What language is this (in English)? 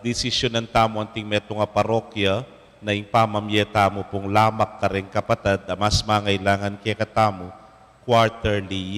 Pampanga